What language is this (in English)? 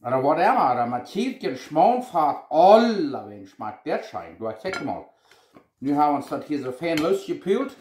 Plautdietsch